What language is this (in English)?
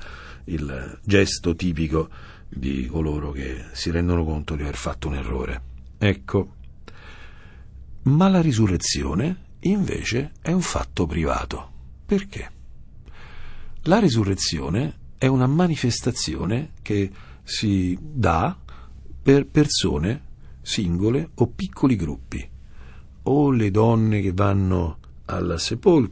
Italian